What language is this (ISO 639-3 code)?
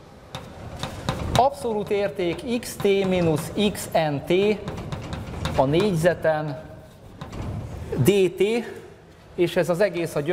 hun